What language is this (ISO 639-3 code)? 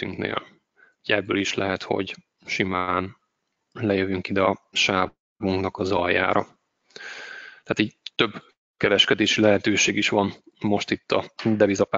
hun